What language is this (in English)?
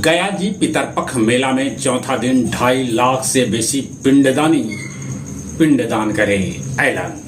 Magahi